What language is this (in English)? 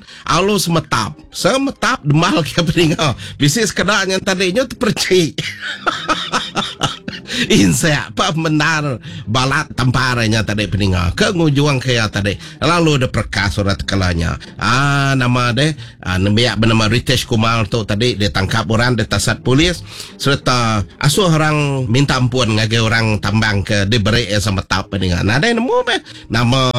Iban